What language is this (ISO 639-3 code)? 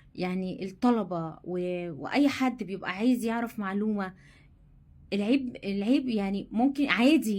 arz